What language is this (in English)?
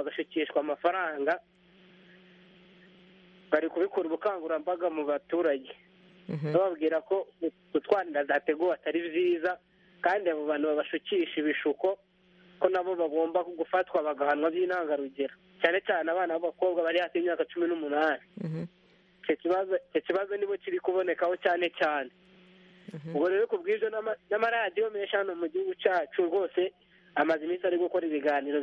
Kinyarwanda